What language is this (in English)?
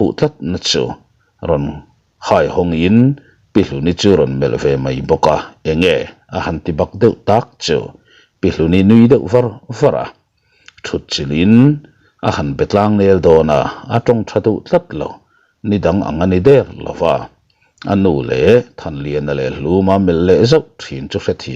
Mizo